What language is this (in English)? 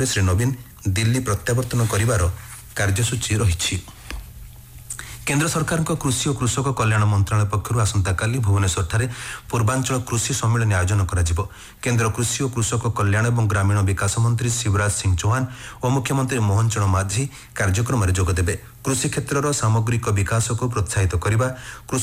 Odia